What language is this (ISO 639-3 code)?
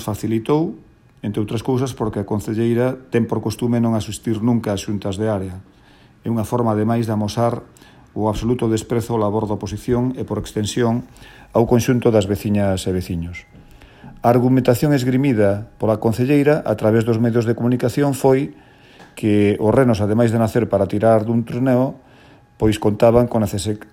glg